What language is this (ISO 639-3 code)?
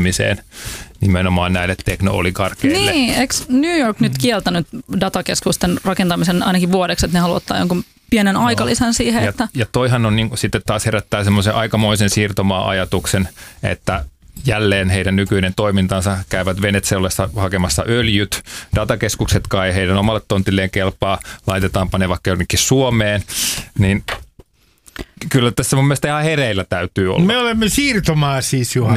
fin